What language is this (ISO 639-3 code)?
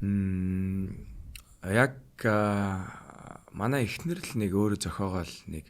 mon